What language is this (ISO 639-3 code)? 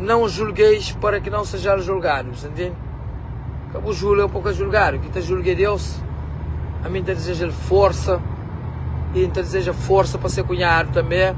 kea